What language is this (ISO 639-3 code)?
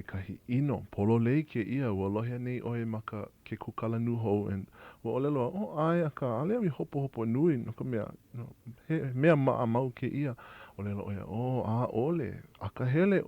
haw